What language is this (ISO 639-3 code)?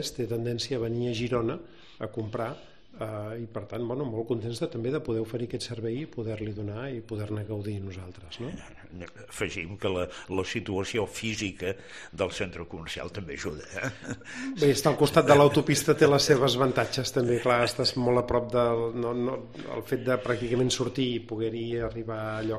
cat